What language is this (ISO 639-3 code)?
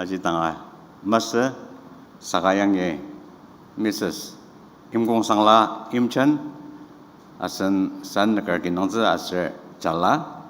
njo